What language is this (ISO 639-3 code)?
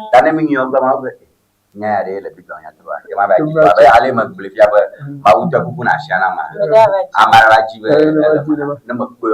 ewe